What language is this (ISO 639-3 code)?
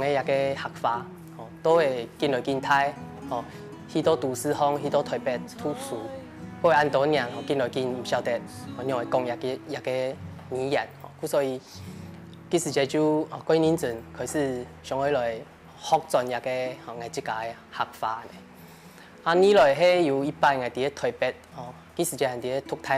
hak